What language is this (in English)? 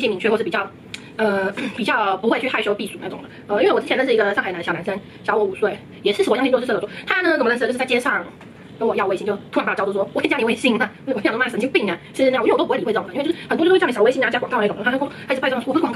Chinese